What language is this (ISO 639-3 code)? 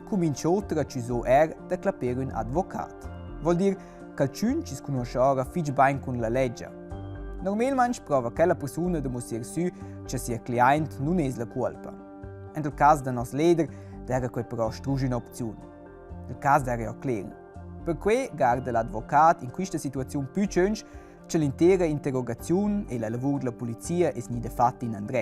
roh